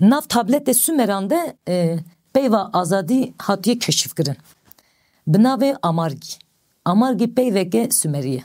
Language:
Kurdish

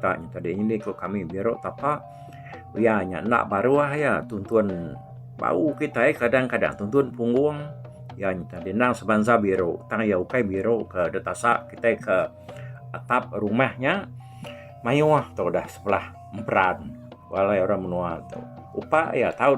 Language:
Iban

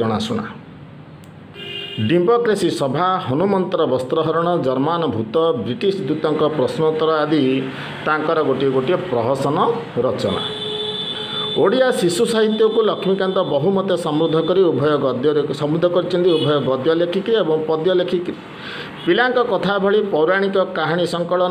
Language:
Odia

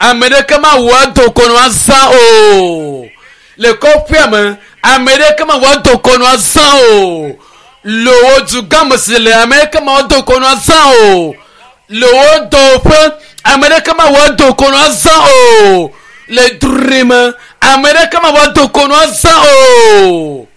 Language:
Ewe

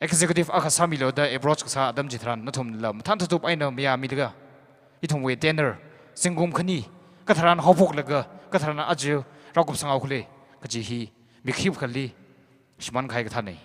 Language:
Tangkhul Naga (India)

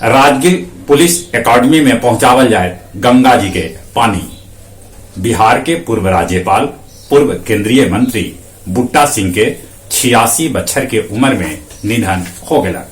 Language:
Magahi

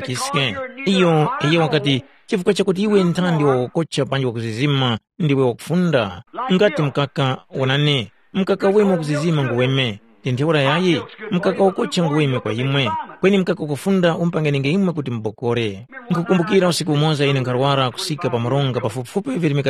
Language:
Tumbuka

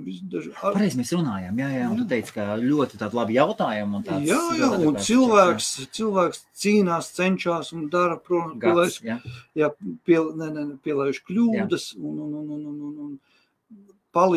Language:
Latvian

